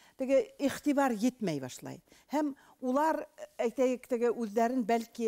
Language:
Bashkir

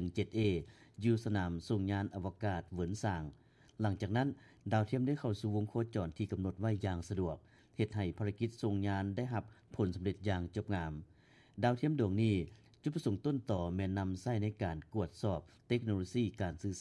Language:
Lao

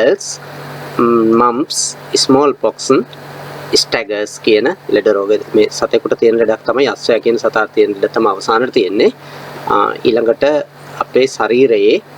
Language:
Sinhala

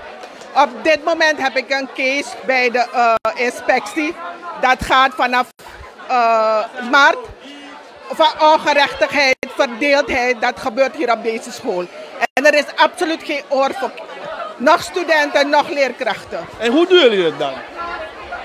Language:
Dutch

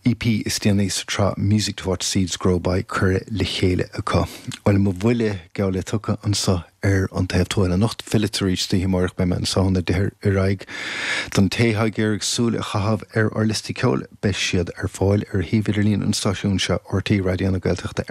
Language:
Irish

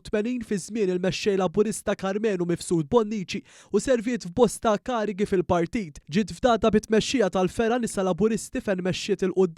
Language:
Maltese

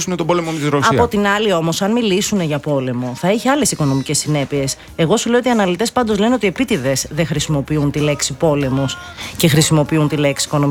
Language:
Greek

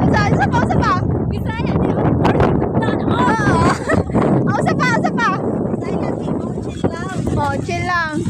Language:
Cebuano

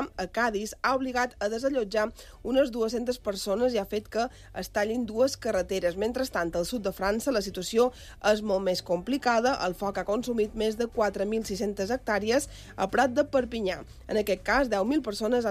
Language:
Catalan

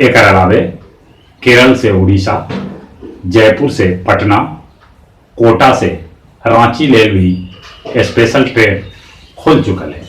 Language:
Magahi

